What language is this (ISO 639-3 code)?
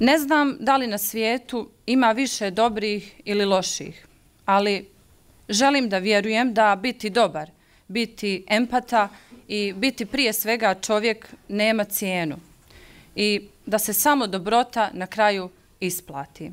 bos